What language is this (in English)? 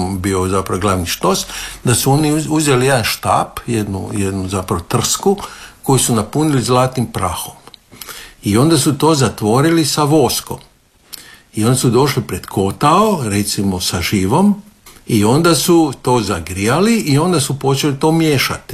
Croatian